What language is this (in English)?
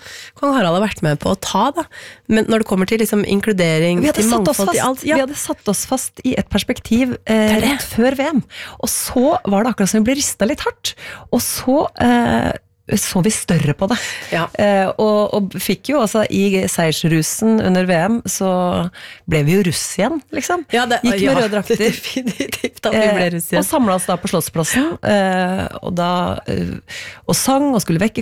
Norwegian